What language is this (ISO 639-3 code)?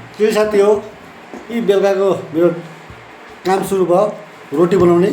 nep